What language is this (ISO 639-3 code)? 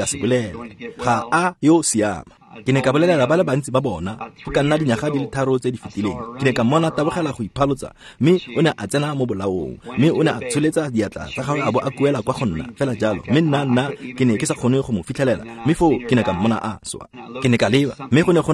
tsn